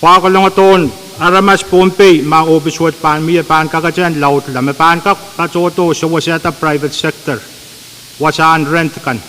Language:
Pohnpeian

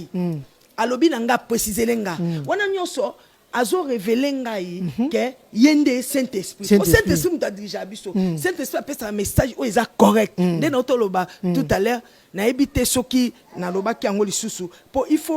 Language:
Lingala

